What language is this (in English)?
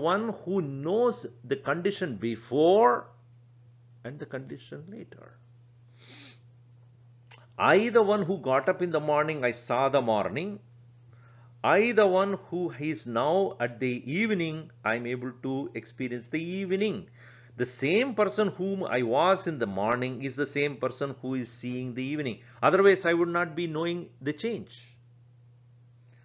English